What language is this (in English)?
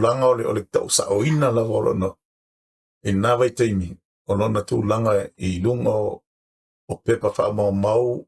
Samoan